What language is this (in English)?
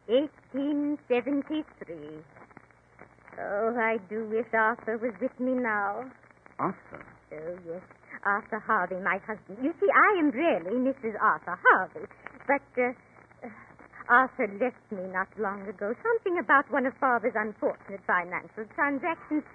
English